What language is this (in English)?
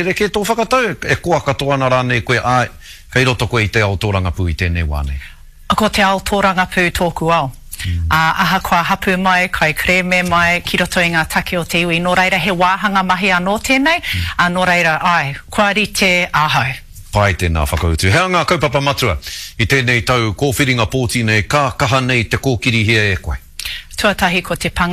Māori